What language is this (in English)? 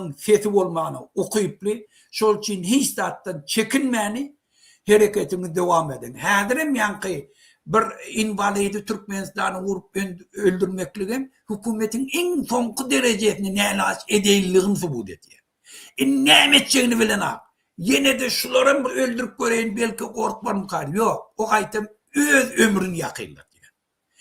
Turkmen